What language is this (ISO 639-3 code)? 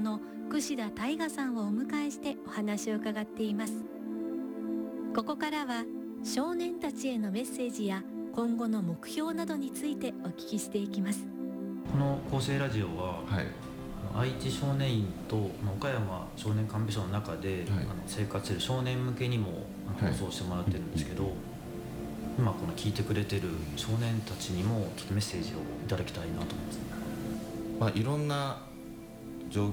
jpn